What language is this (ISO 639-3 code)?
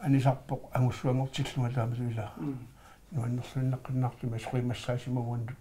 kal